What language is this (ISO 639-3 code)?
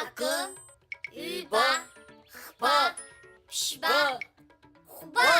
abk